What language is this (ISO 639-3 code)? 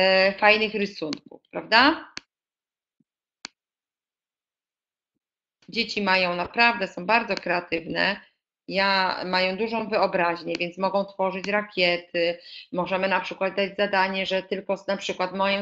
pol